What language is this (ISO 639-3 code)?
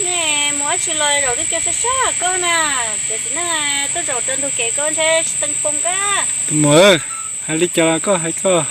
hmn